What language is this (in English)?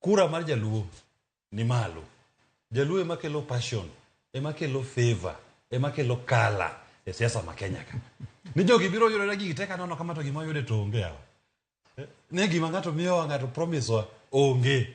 Luo (Kenya and Tanzania)